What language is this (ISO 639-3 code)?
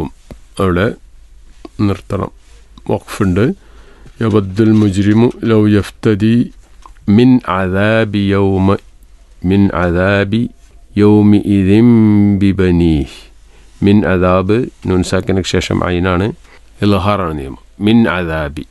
mal